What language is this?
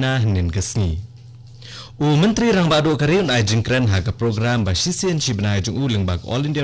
Khasi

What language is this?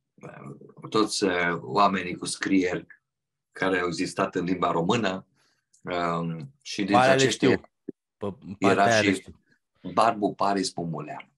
Romanian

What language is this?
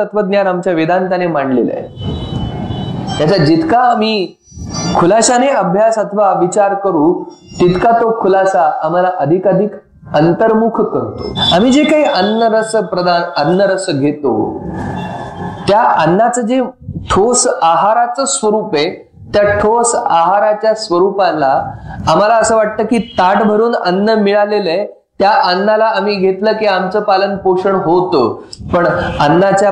Marathi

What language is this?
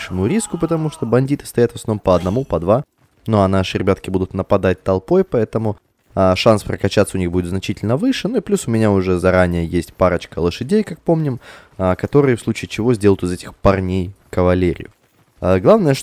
Russian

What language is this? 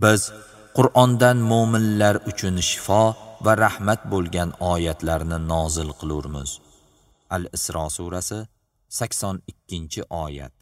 Uzbek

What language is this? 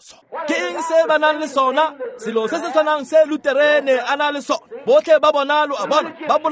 Tswana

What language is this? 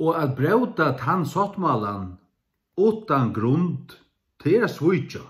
Faroese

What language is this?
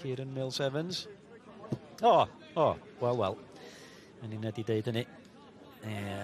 Welsh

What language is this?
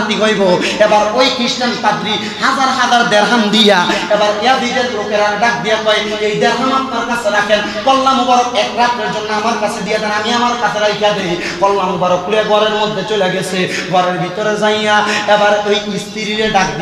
Bangla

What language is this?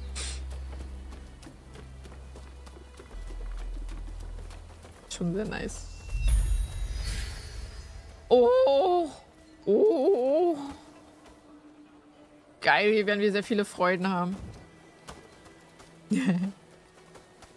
German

